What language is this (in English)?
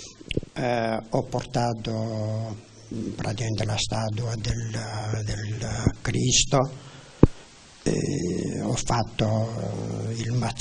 Italian